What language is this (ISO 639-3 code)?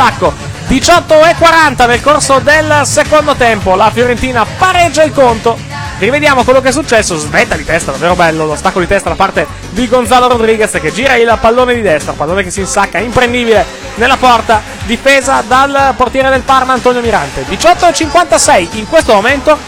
ita